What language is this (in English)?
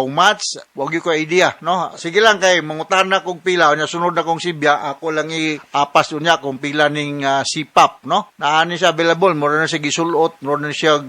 Cebuano